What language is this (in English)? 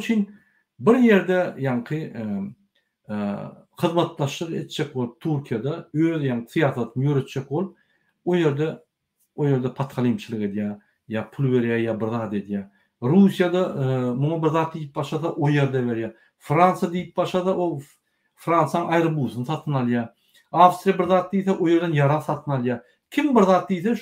Turkmen